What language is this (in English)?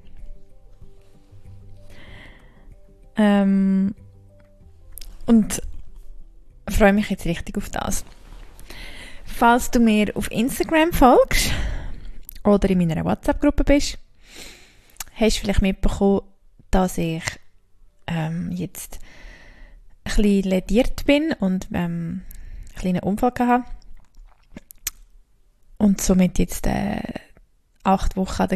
German